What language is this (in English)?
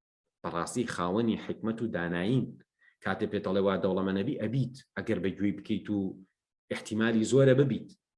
Central Kurdish